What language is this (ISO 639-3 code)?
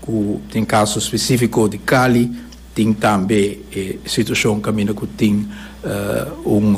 pap